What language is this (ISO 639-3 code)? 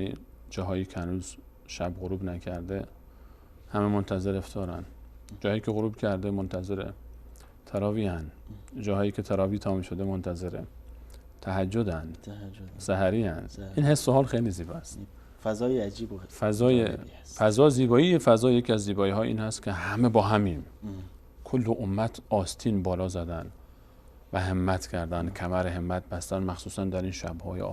fas